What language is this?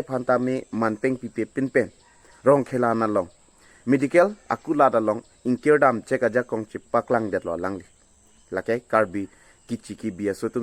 Karbi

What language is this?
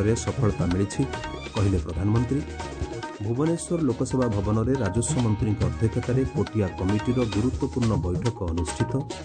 Odia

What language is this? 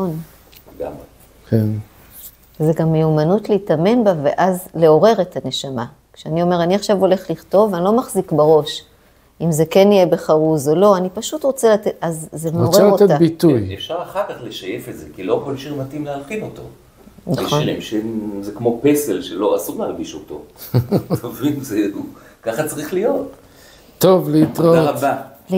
Hebrew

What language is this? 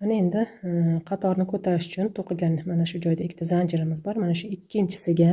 Uzbek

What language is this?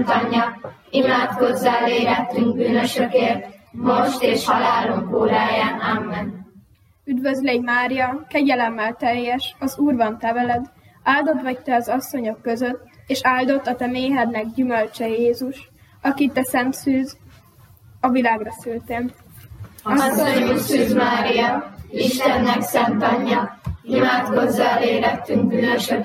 Hungarian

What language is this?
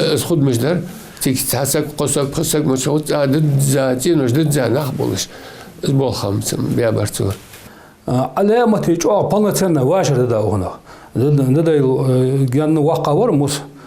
Ingush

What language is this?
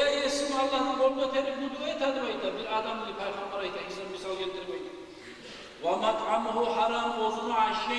Kumyk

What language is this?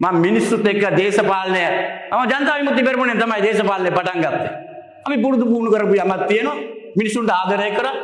Sinhala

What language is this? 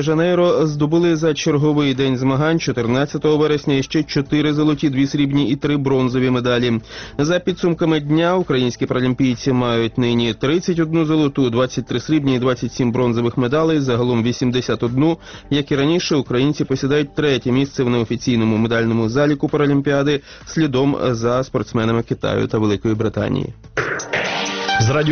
Ukrainian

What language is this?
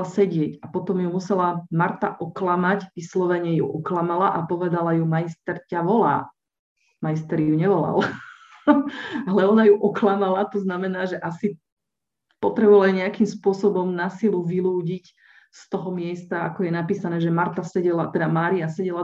Slovak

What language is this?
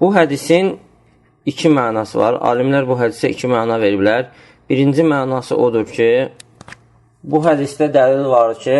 Azerbaijani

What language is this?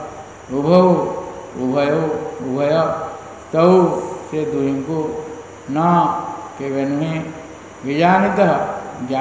Odia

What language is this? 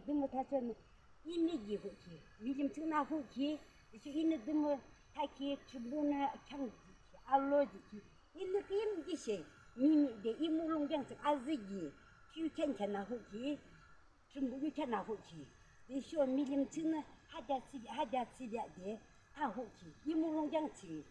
Yimchungru Naga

